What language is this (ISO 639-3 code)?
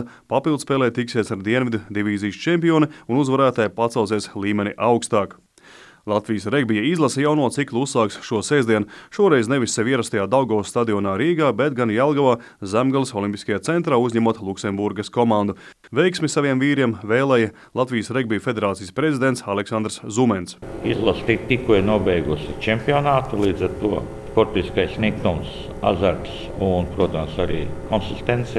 lav